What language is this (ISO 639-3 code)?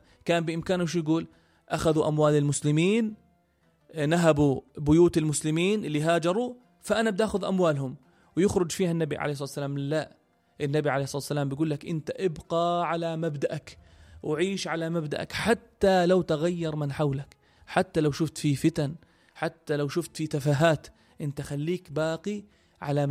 apc